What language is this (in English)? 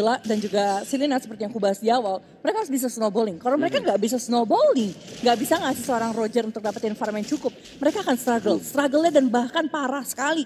Indonesian